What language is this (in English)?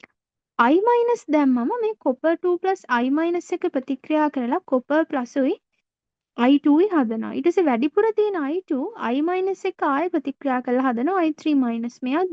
Sinhala